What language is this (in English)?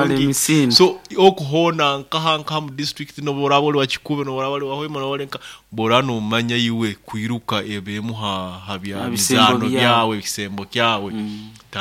Nyoro